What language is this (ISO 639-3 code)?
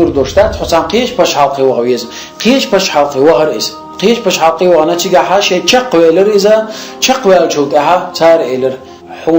che